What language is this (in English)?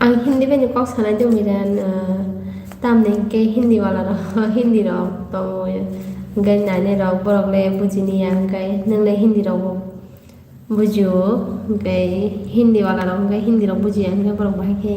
Kok Borok